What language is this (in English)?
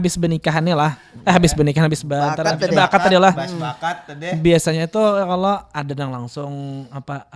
Banjar